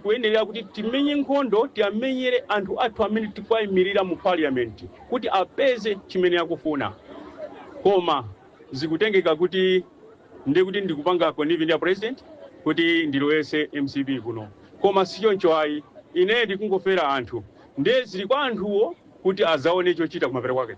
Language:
Nyanja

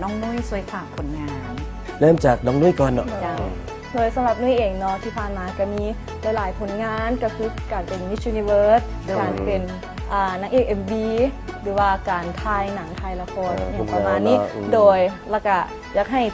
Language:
Lao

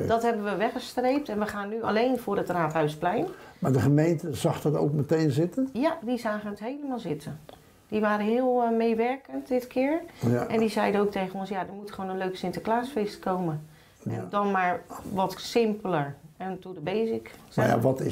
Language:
Dutch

